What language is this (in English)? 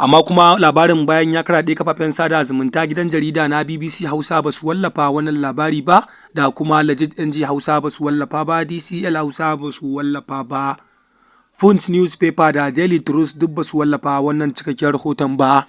Hausa